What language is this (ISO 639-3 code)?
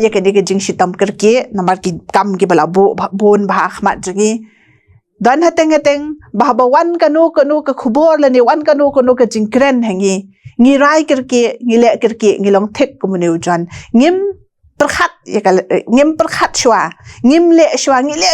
kha